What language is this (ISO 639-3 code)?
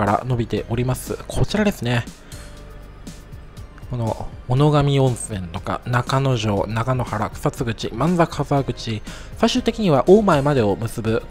jpn